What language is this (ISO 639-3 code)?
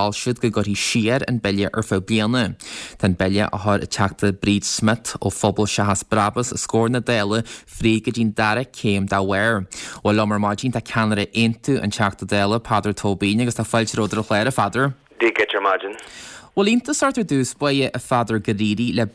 gle